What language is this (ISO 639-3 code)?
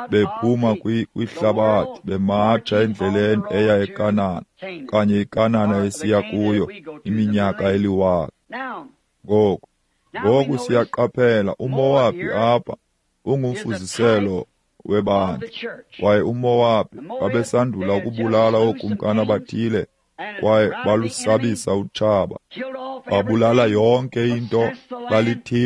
xho